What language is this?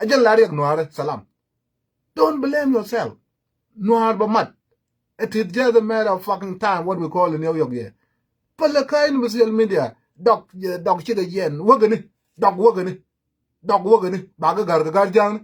Nuer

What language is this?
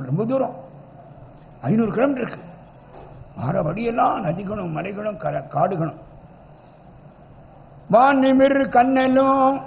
Tamil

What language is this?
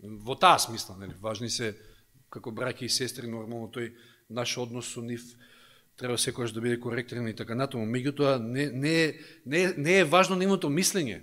Macedonian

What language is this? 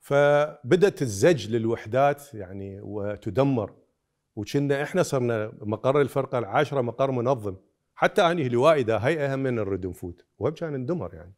Mesopotamian Arabic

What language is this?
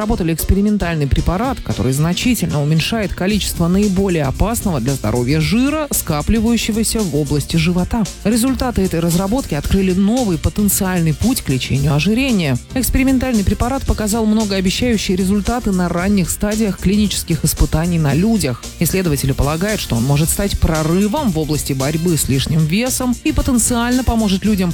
Russian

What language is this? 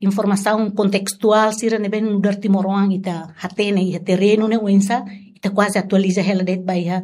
Tetum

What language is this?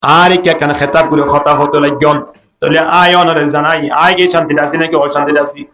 Rohingya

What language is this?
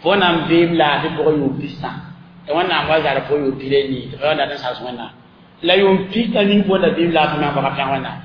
Mossi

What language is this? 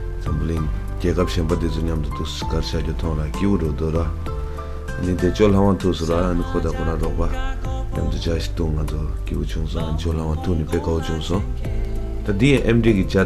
Tibetan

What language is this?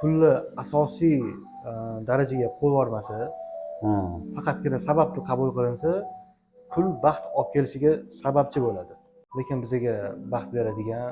Uzbek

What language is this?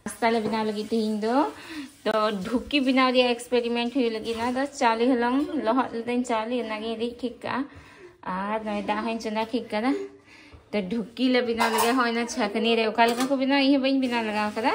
Santali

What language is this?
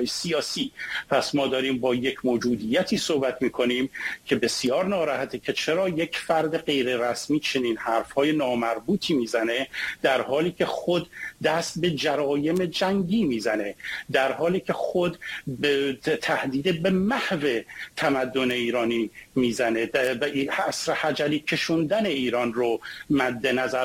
Persian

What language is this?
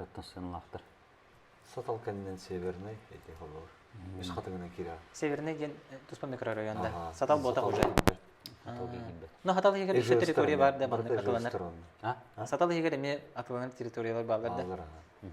Yakut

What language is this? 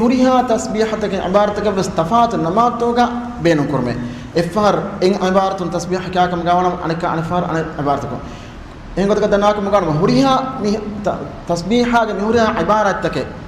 Divehi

